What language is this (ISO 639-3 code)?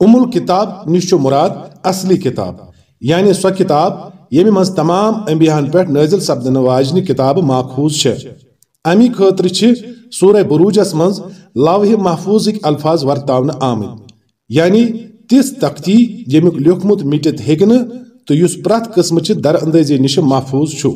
kas